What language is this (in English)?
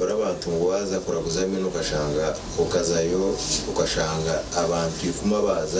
Nyankole